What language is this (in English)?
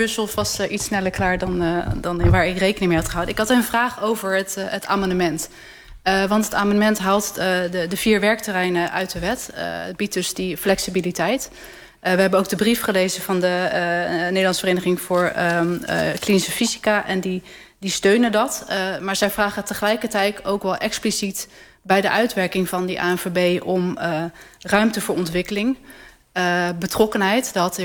Dutch